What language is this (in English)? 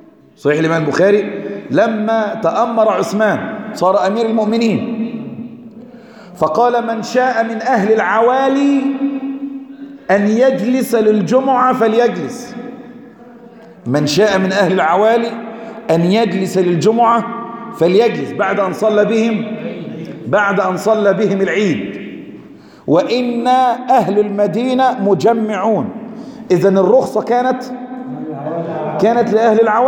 Arabic